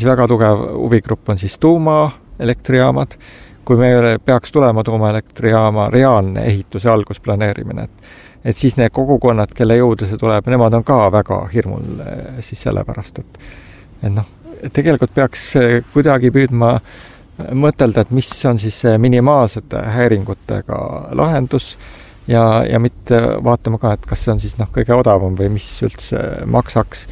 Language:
Estonian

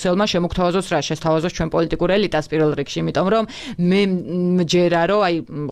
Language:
Georgian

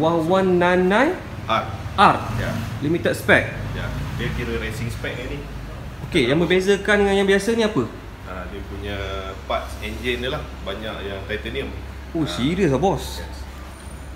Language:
Malay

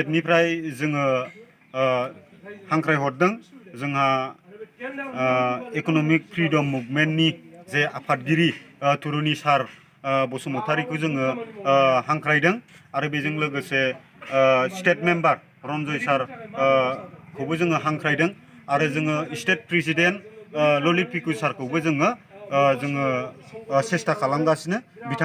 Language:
Bodo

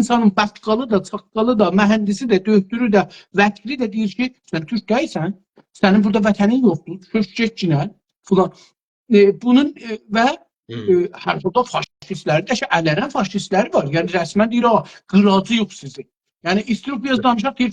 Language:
South Azerbaijani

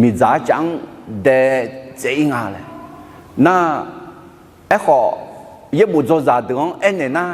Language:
Akha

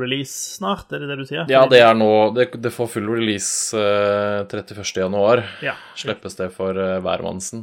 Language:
Norwegian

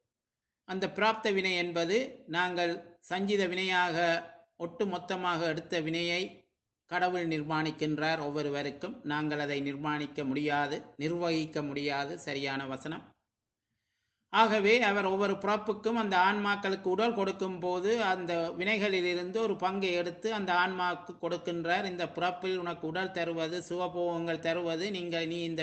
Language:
Tamil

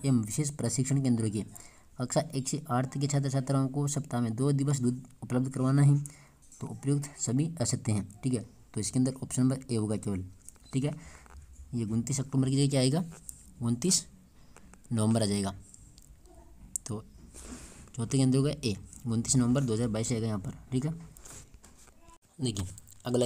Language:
Hindi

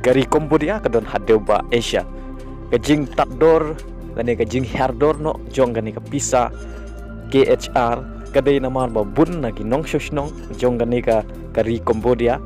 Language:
Khasi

